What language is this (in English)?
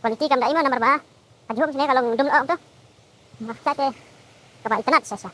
Khasi